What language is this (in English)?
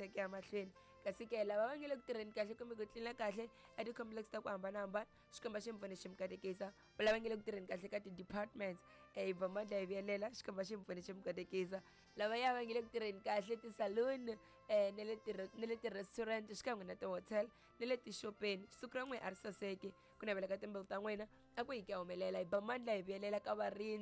Tsonga